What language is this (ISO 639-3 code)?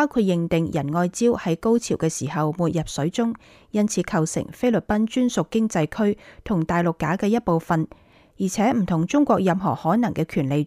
yue